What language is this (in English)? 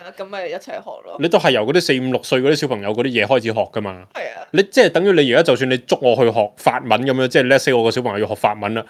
Cantonese